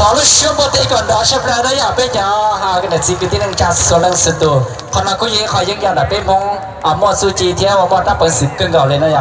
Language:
Hmong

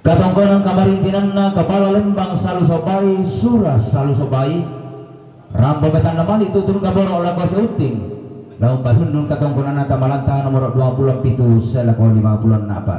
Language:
Toraja-Sa'dan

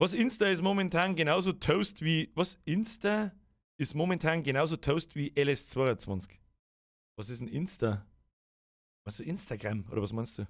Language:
Bavarian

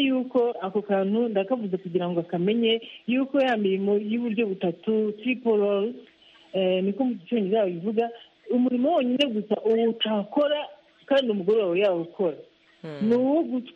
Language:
Kinyarwanda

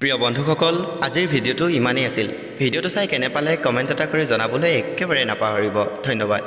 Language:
Assamese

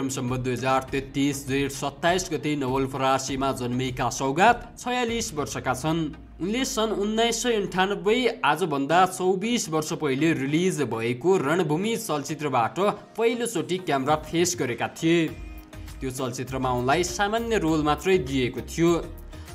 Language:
Nepali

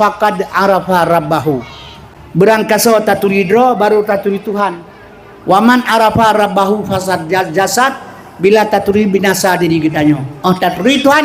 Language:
Achinese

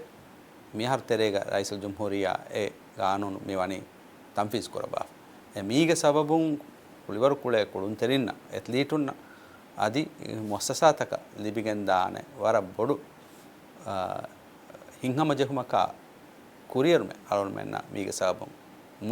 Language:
Divehi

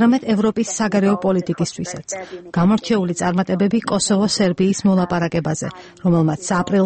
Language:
Georgian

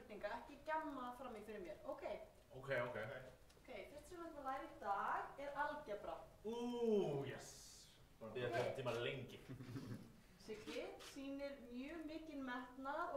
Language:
Icelandic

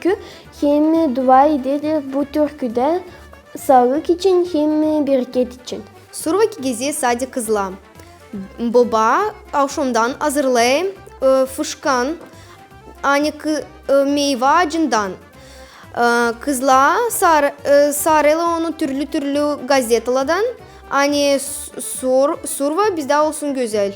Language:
Gagauz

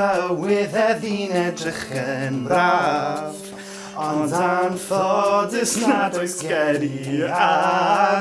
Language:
Welsh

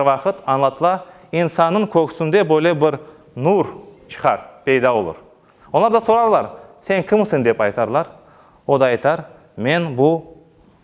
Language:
Crimean Tatar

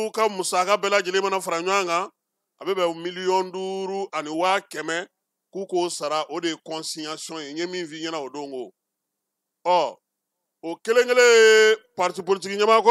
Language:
Bambara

